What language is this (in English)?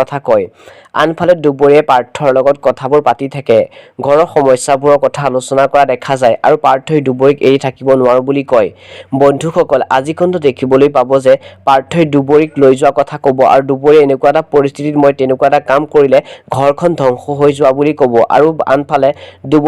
Assamese